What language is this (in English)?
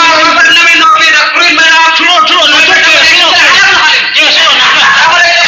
Mizo